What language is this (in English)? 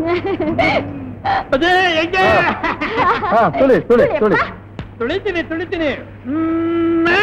Kannada